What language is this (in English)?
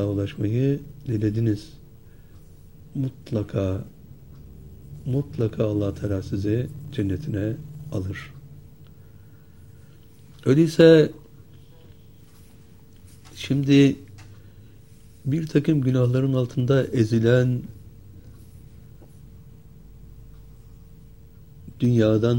Turkish